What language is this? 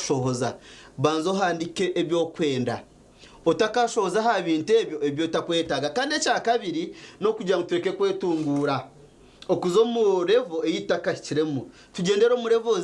Nyankole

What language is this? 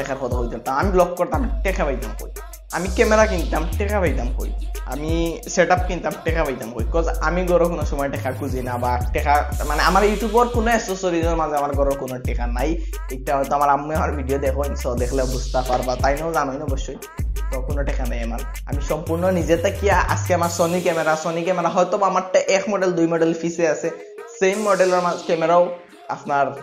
Sylheti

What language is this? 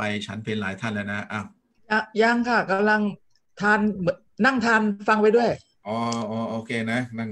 Thai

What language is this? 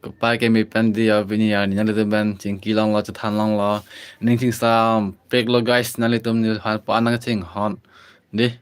Karbi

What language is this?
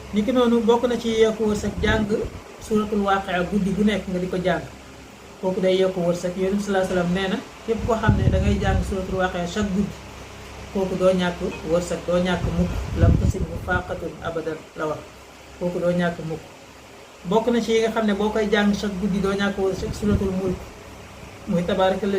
Wolof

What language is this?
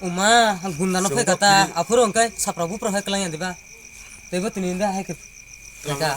Kok Borok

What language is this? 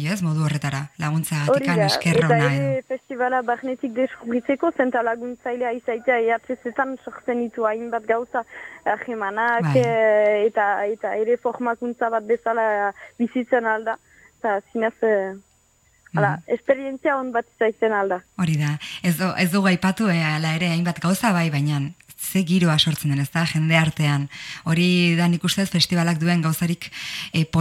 Basque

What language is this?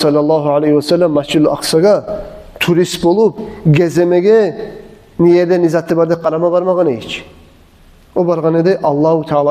Kumyk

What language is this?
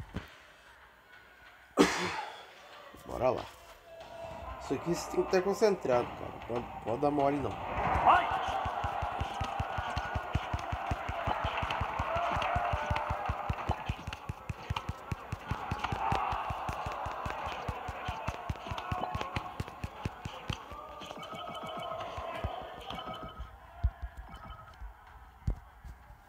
Portuguese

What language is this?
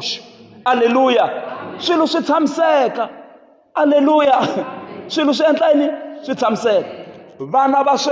Tsonga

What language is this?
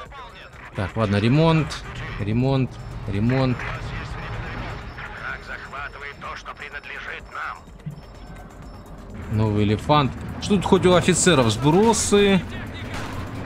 Russian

